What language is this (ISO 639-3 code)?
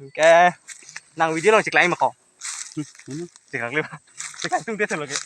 mjw